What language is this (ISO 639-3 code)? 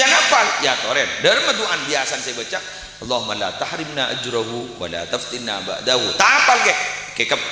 mad